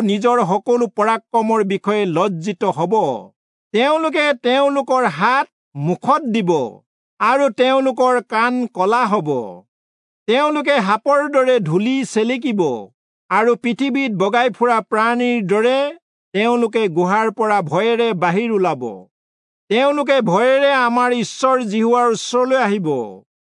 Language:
Assamese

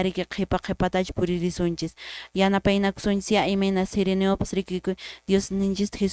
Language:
Quechua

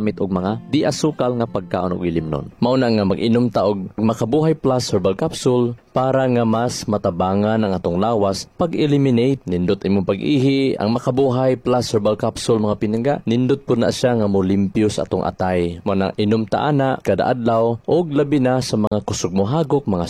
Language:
Cebuano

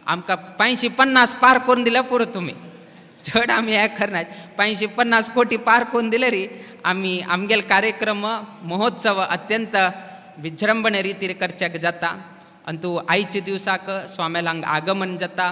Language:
Konkani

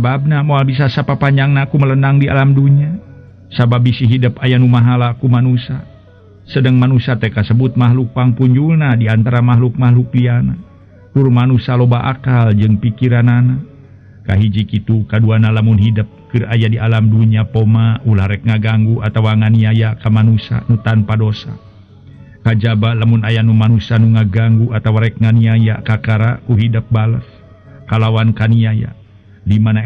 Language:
Sundanese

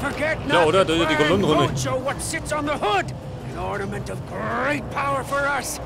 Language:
Bavarian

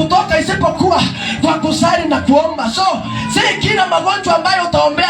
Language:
Swahili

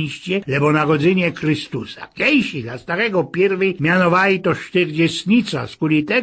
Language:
Silesian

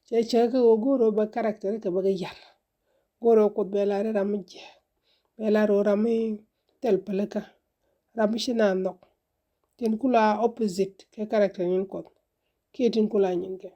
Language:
Nuer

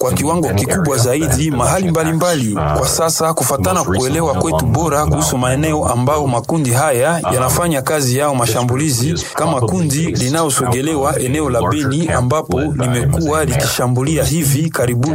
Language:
Swahili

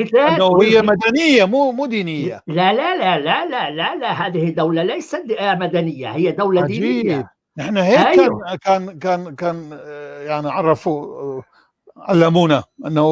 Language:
North Levantine Arabic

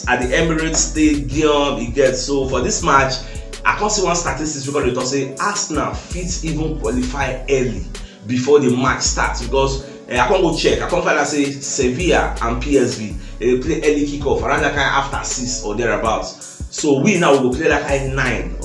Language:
Nigerian Pidgin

